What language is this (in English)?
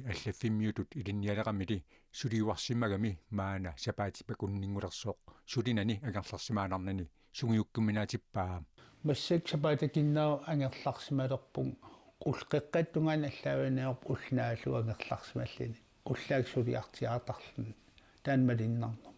Kalaallisut